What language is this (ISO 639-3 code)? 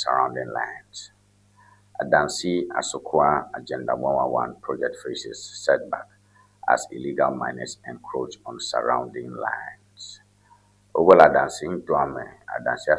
ewe